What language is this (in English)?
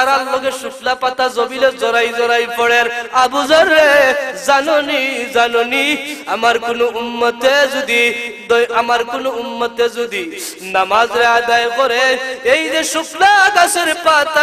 Sylheti